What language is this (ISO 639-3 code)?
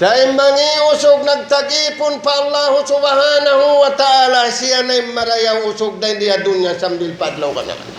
tsg